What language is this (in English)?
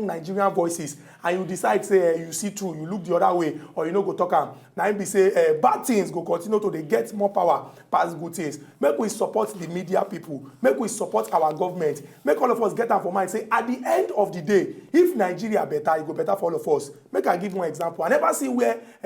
Nigerian Pidgin